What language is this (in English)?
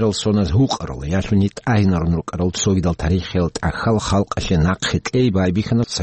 Avaric